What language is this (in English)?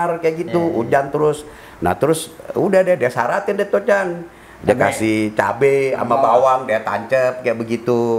Betawi